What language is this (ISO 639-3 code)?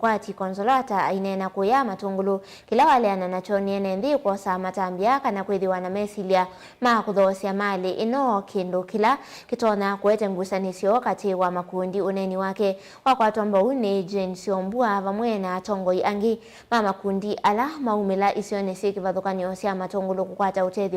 kam